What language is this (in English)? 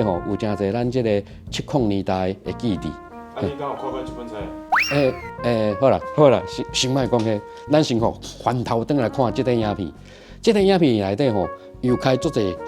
Min Nan Chinese